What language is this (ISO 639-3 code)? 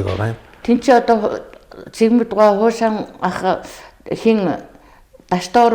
mon